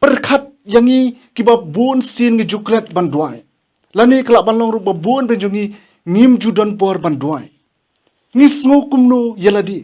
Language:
Khasi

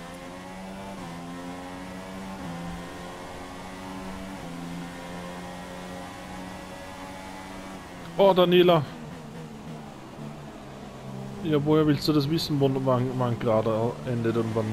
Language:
German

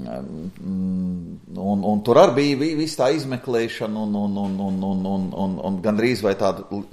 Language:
Latvian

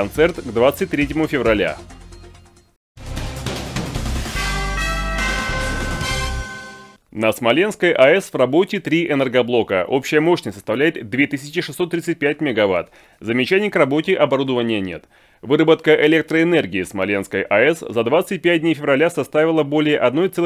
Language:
Russian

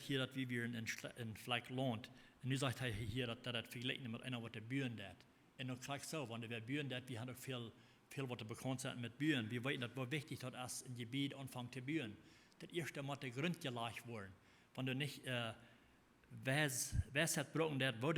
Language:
Plautdietsch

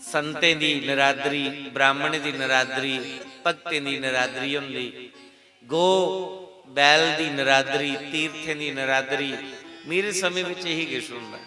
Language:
Dogri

